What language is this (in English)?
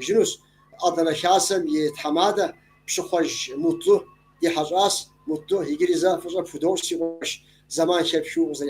Kabardian